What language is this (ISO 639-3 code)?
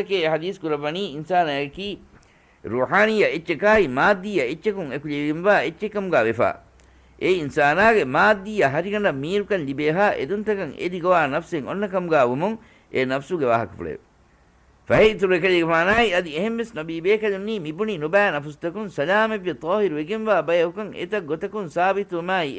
div